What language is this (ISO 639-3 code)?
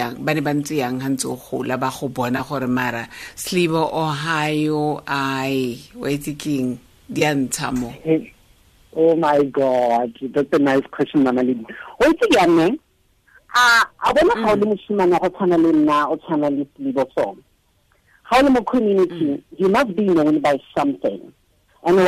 tsn